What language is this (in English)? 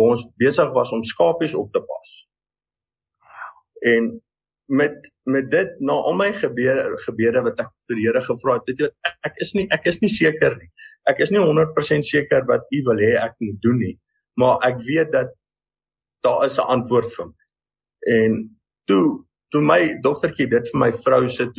Afrikaans